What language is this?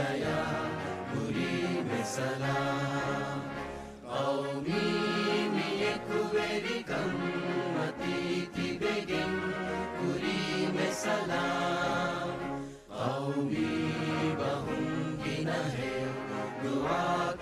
Divehi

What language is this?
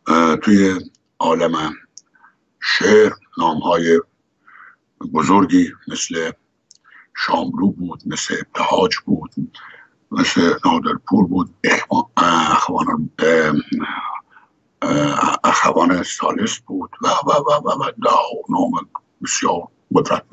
Persian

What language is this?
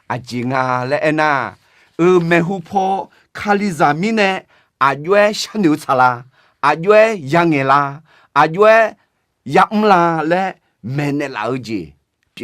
Akha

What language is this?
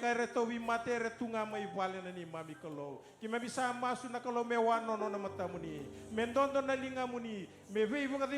Fijian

